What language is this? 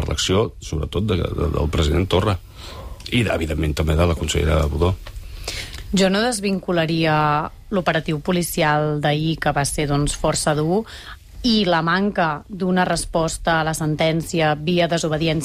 Catalan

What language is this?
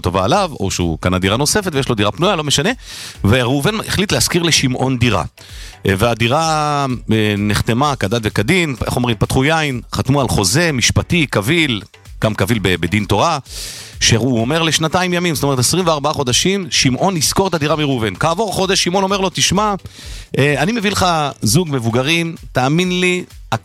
Hebrew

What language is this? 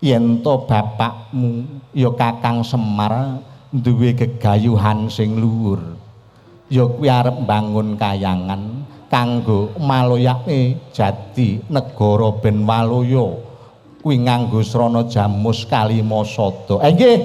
Javanese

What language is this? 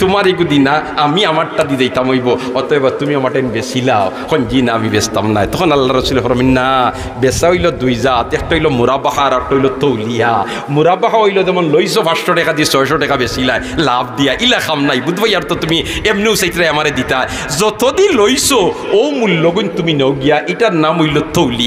Sylheti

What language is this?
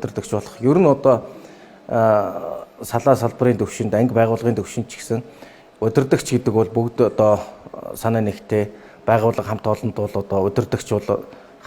Mongolian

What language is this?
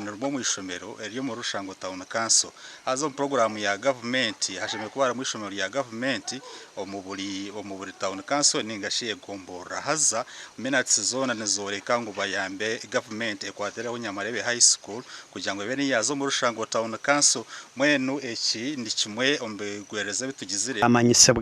Nyankole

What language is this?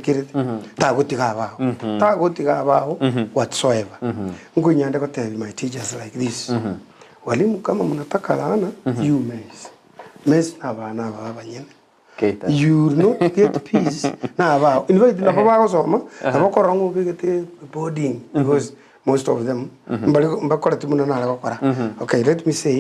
Gusii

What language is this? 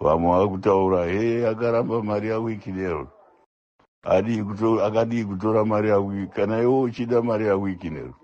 Shona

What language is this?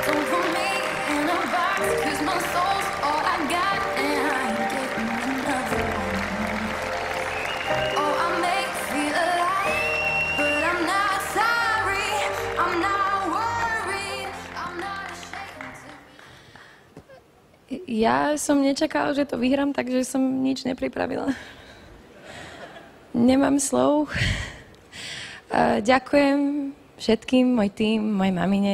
Slovak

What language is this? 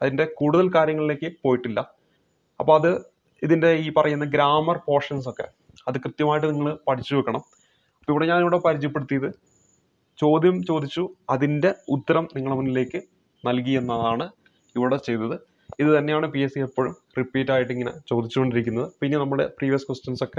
Malayalam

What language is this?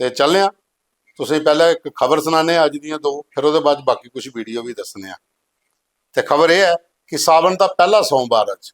Dogri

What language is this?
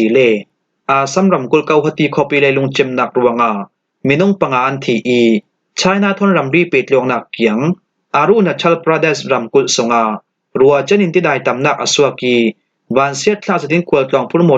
Falam Chin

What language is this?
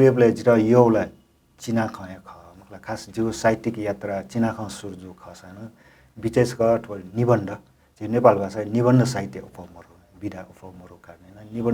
Newari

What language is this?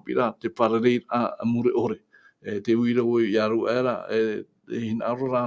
Tahitian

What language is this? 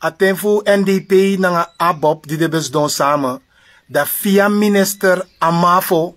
Sranan Tongo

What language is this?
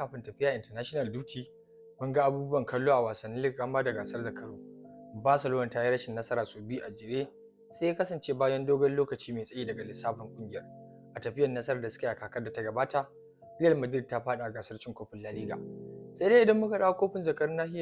Hausa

